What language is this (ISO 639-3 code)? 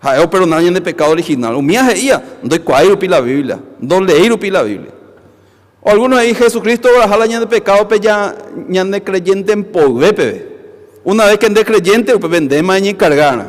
grn